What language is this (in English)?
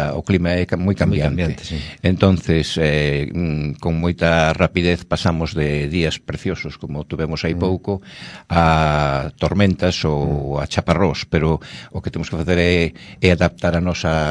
Galician